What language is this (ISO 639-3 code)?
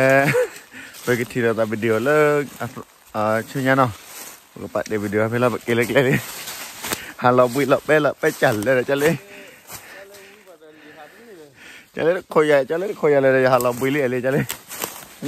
vie